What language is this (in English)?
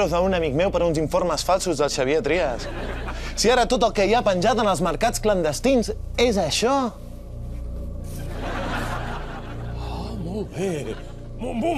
Catalan